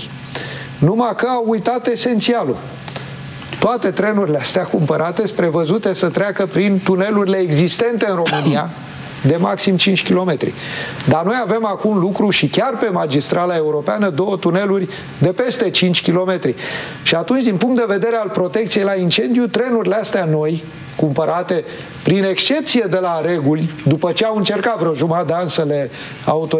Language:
Romanian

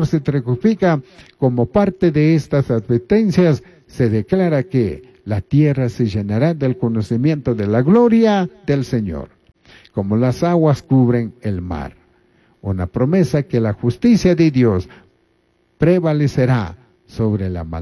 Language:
Chimborazo Highland Quichua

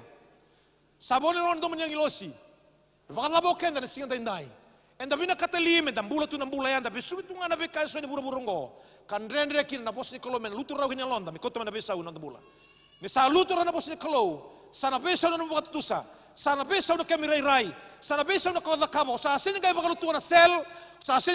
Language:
Fijian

